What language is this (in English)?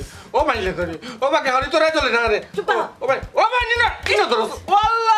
Sylheti